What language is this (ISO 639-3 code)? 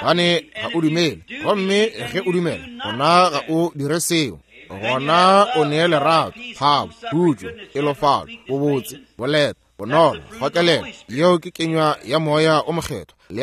nso